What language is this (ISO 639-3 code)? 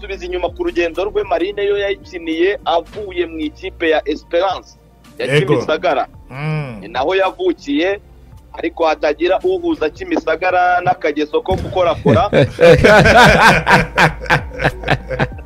kin